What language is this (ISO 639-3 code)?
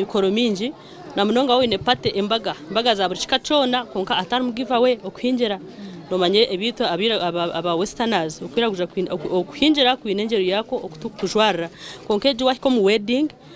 nyn